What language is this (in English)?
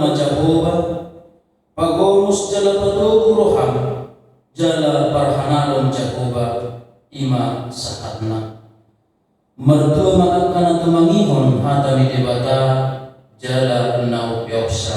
Batak Toba